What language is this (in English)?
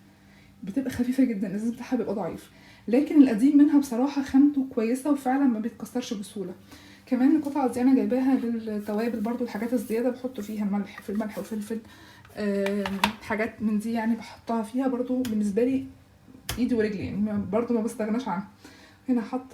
Egyptian Arabic